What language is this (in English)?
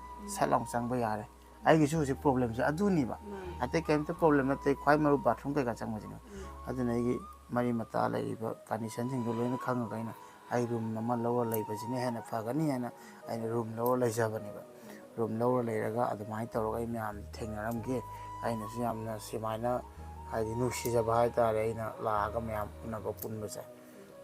Manipuri